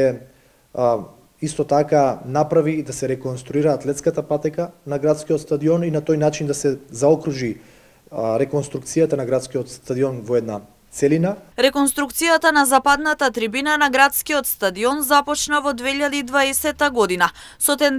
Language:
Macedonian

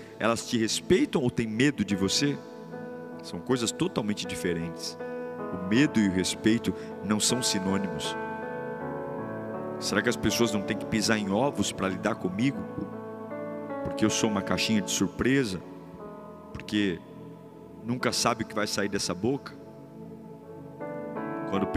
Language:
Portuguese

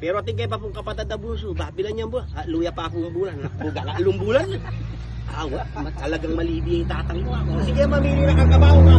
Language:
Pampanga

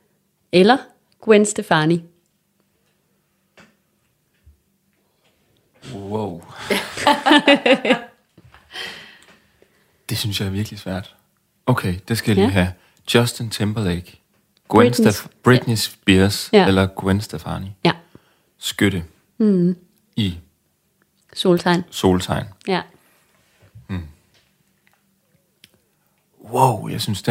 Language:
Danish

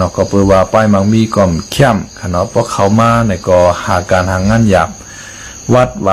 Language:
Shan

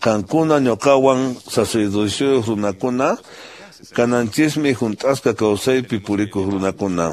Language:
Quechua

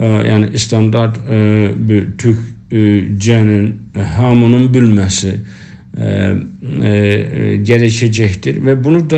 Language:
South Azerbaijani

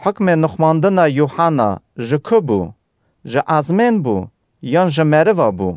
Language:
Kurdish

